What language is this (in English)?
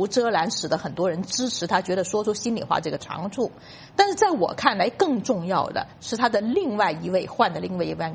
Chinese